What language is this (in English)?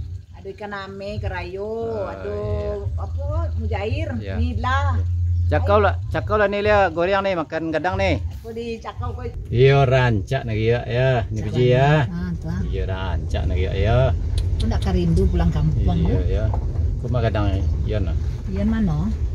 Minangkabau